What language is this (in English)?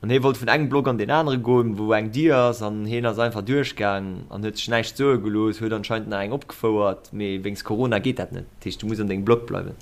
Luxembourgish